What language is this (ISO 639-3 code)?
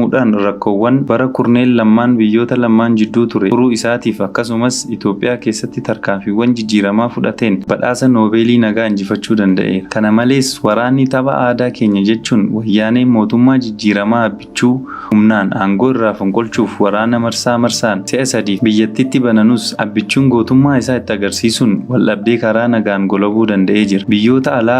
orm